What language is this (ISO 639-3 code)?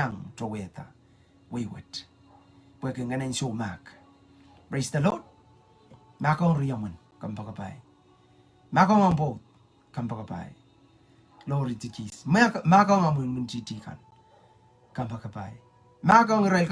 pon